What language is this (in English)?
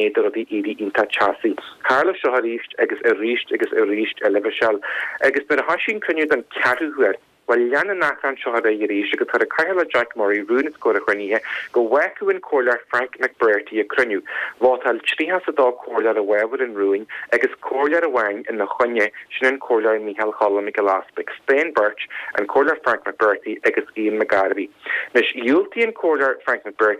Irish